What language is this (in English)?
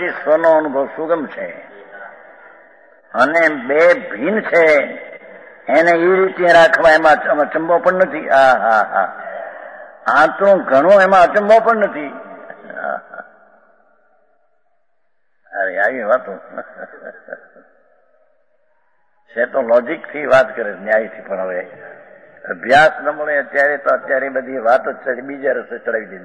Gujarati